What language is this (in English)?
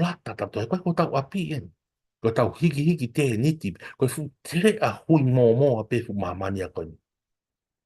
Tongan